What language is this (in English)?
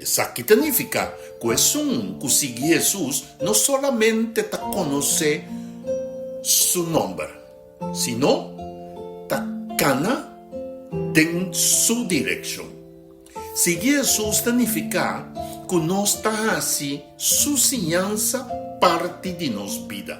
Papiamento